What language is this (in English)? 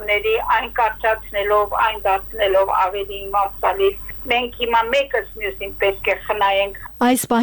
Armenian